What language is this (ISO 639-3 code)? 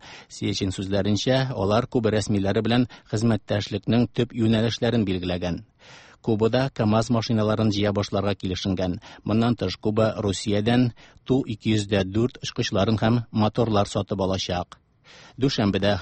tat